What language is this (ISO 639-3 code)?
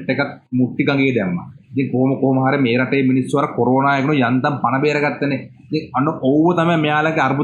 sin